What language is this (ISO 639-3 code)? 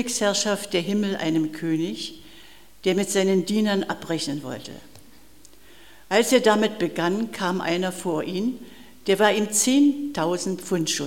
deu